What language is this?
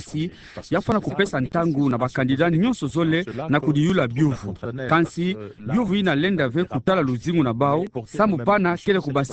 Kituba (Democratic Republic of Congo)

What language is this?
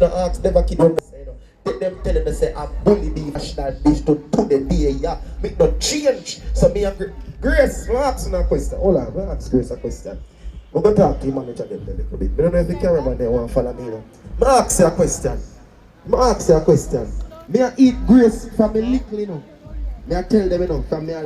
Jamaican Creole English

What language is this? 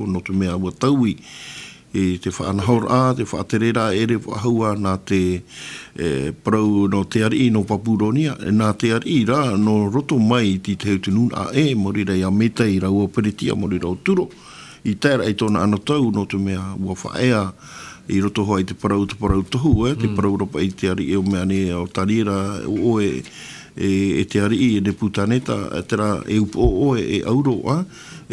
Tahitian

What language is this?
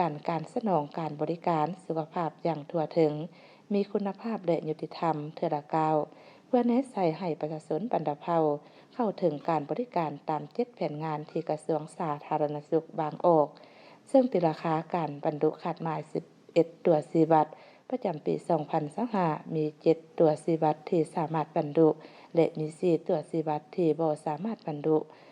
Lao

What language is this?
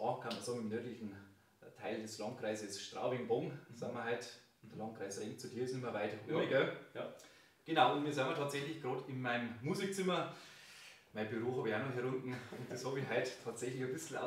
Bavarian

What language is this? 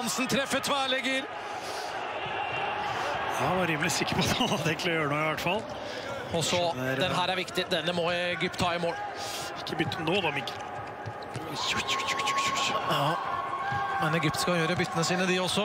Norwegian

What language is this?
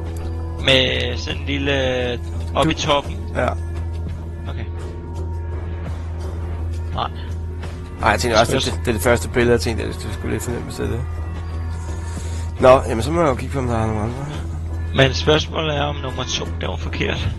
Danish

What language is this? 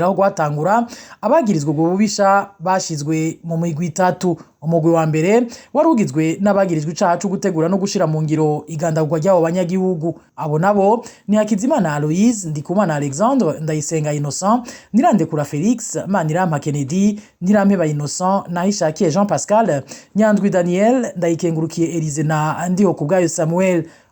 Rundi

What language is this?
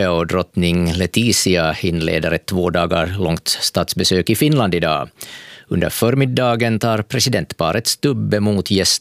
Swedish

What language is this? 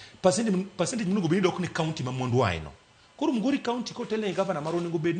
Luo (Kenya and Tanzania)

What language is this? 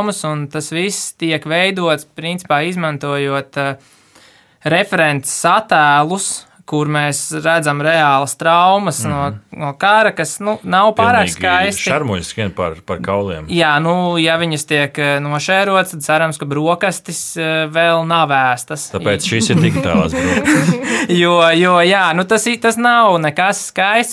Latvian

